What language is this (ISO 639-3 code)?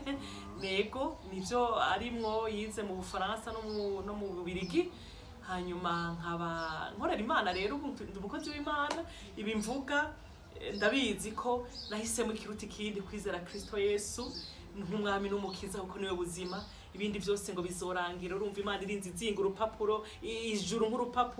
run